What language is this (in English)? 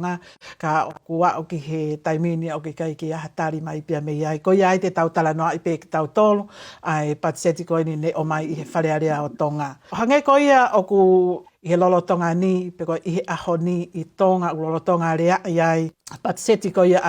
Tongan